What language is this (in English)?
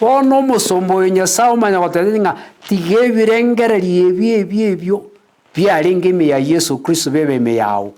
Gusii